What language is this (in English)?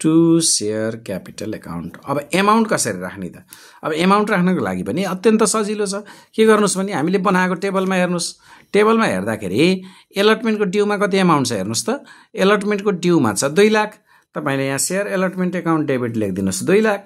Nepali